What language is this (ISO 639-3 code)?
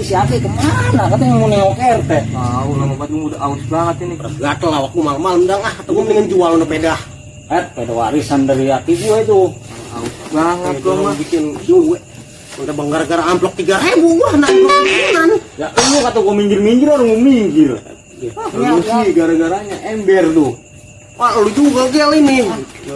bew